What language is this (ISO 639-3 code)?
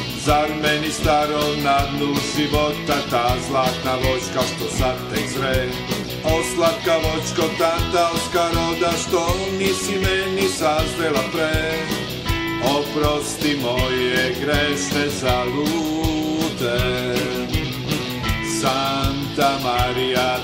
srp